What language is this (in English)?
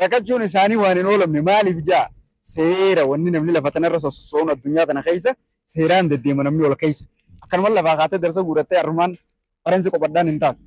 Oromo